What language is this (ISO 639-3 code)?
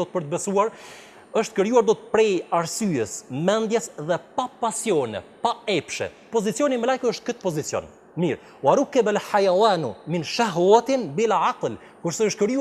sqi